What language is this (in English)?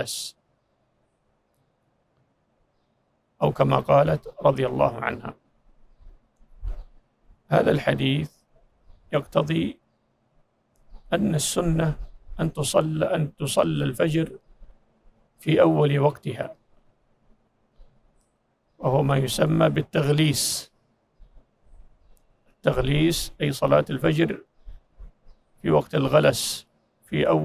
Arabic